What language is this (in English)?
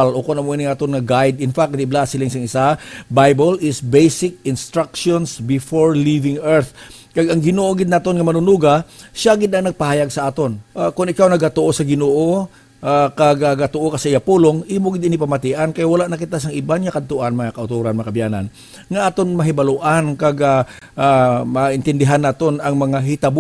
Hiligaynon